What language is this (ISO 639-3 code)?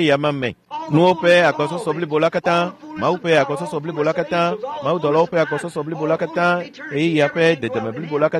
ewe